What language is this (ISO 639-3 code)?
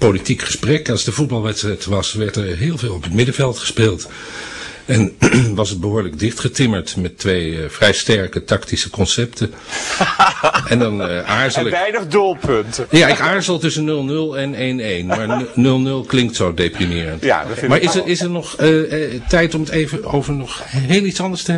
nld